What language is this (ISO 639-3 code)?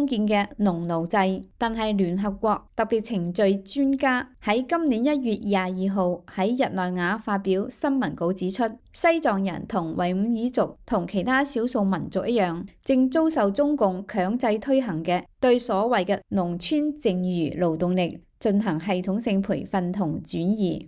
yue